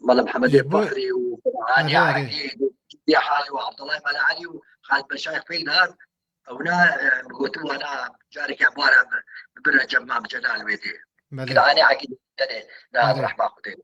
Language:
Kurdish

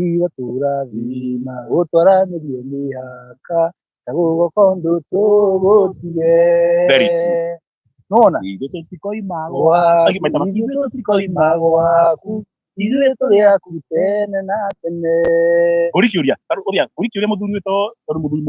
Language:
Kikuyu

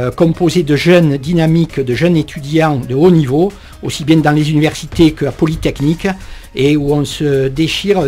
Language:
French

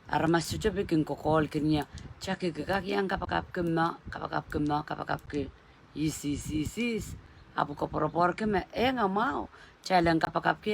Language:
Pohnpeian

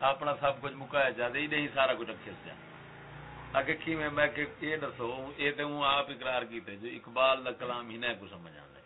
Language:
Saraiki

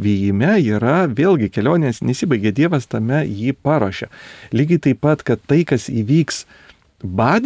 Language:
Lithuanian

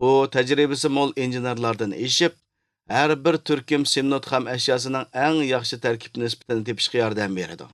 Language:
Uyghur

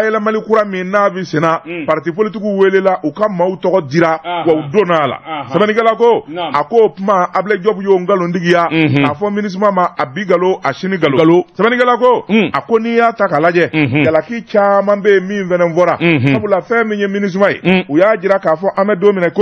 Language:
Bambara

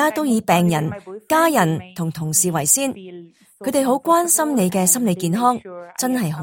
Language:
Cantonese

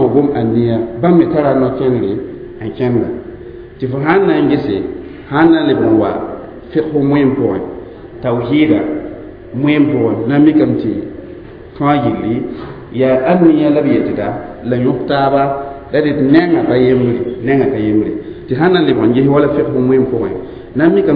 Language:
Mossi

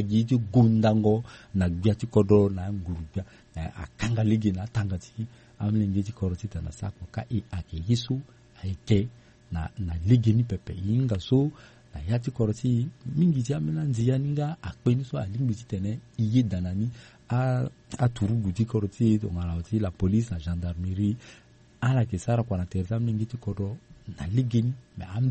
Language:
Sango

